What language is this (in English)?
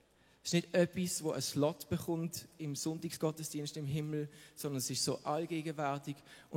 Swiss German